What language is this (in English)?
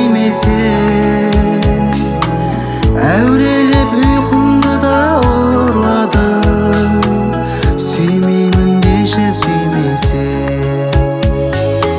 Kazakh